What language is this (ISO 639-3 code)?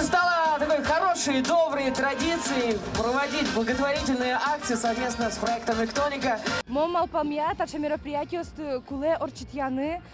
udm